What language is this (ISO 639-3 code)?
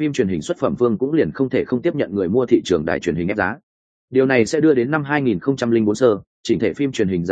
vie